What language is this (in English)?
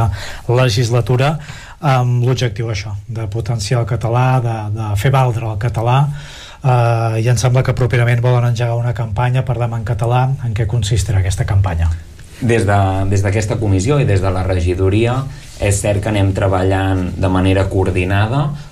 Catalan